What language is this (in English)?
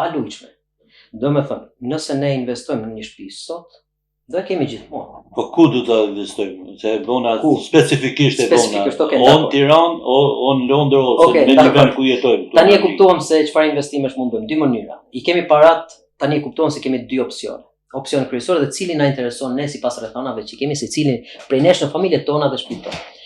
Albanian